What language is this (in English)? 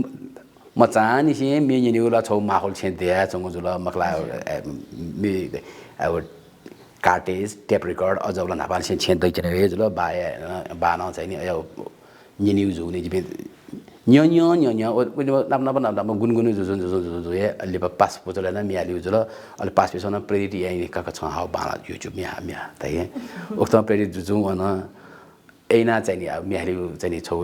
Newari